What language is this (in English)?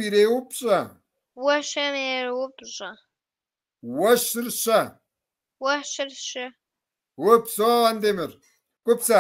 Kabardian